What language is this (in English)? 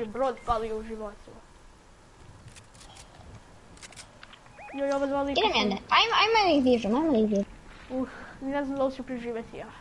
Croatian